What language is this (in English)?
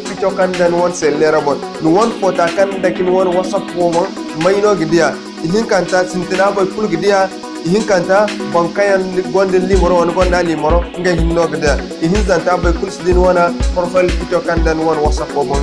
Zarma